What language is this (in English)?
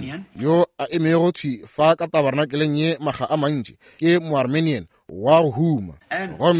Northern Sotho